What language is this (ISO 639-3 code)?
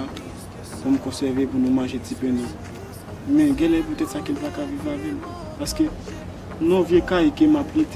hat